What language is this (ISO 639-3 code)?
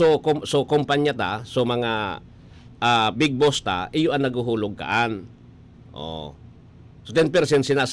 bik